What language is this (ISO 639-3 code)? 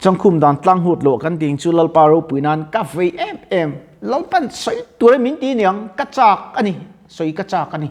lus